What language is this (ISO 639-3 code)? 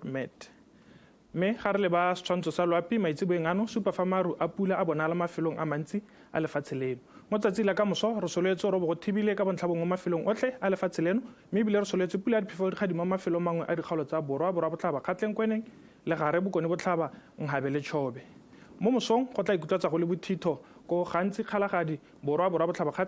tsn